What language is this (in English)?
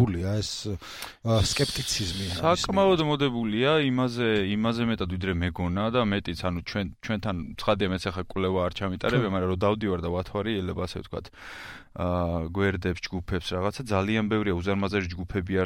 Georgian